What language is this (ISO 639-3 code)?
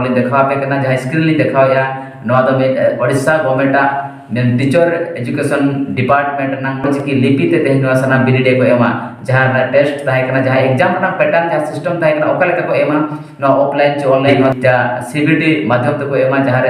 sat